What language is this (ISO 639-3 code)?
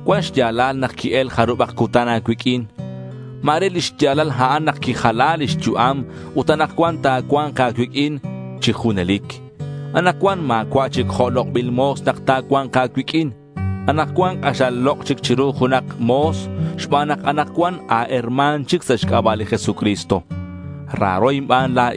kek